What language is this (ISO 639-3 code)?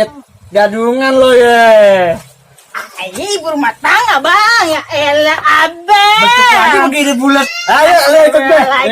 bew